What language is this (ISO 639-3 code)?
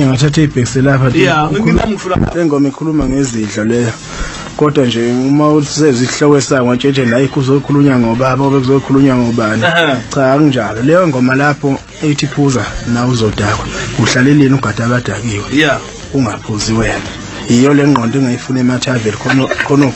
zul